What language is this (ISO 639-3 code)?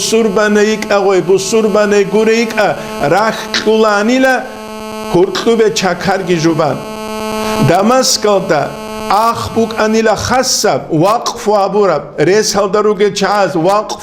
ava